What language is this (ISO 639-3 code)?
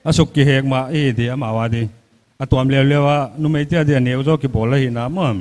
pck